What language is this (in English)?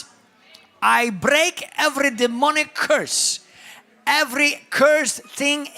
English